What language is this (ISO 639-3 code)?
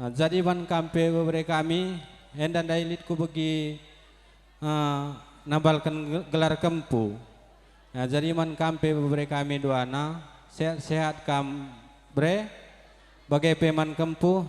btx